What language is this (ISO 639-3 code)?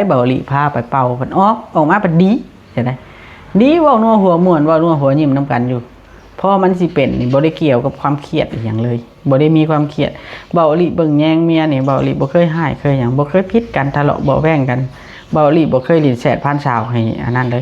lao